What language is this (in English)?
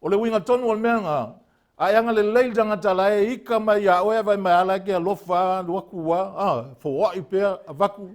Samoan